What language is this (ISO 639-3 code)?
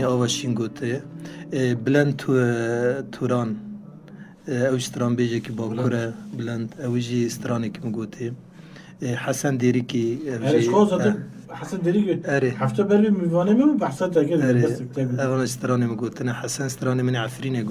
kur